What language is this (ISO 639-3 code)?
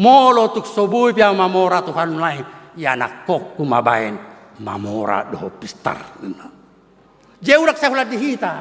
bbc